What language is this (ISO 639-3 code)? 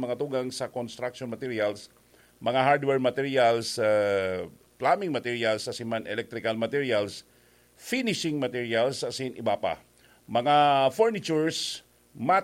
bik